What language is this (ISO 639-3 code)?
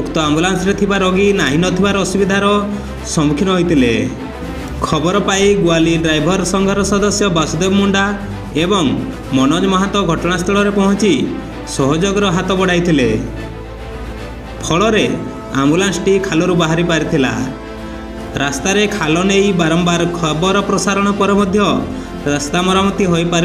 ori